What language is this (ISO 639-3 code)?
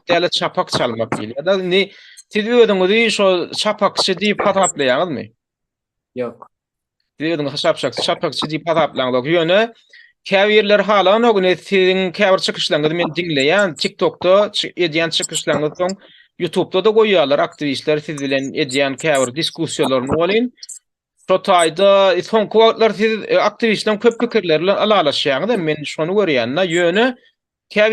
tuk